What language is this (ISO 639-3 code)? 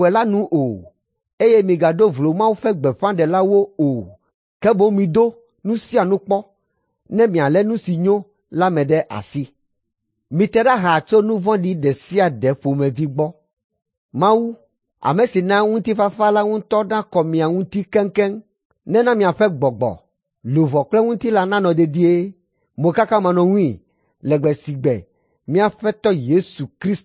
ewe